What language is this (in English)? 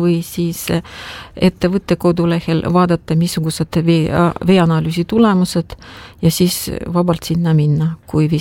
Estonian